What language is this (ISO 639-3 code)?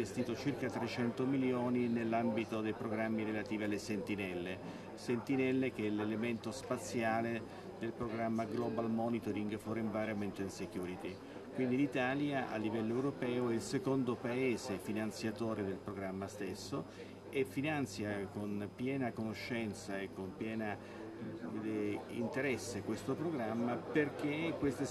ita